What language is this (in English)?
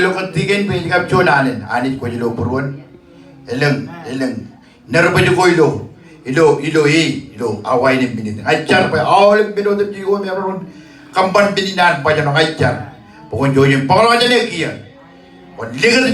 Marshallese